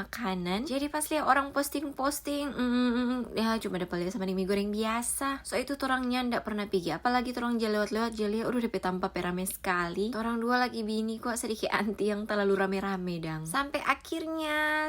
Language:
Manado Malay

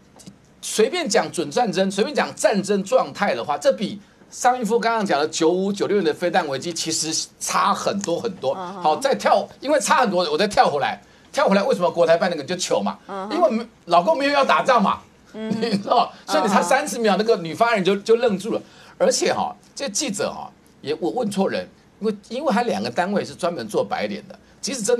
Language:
Chinese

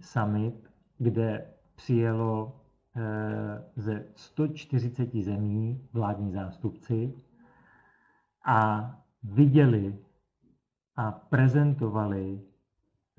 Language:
Czech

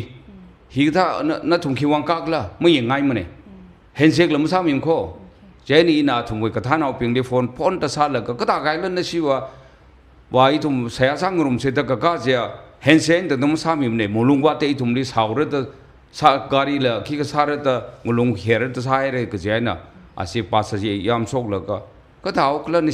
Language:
Tangkhul Naga (India)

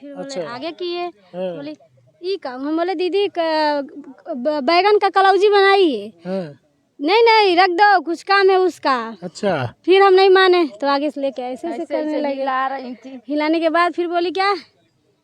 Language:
Bhojpuri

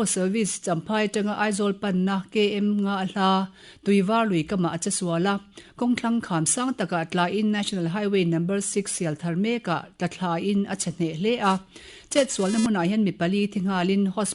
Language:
Mizo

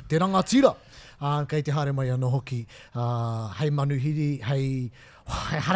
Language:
Māori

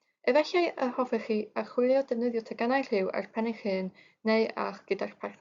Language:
Welsh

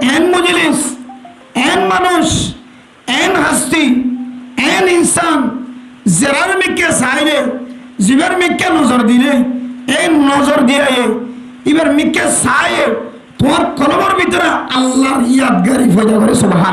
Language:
Rohingya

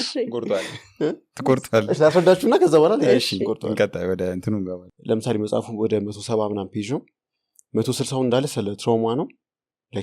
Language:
Amharic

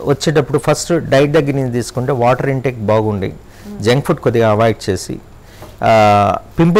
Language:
Telugu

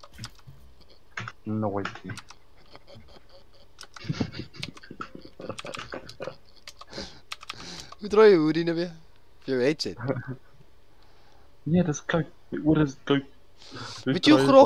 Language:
Afrikaans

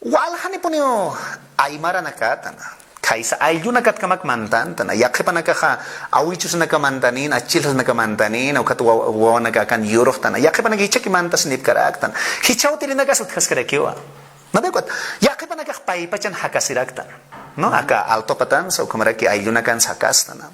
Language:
Aymara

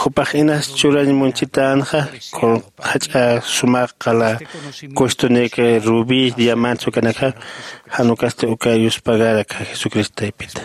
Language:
Aymara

